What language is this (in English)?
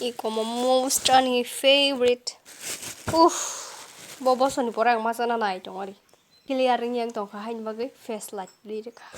Kok Borok